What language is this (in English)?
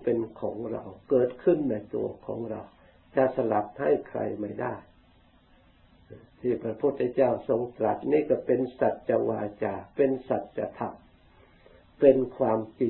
Thai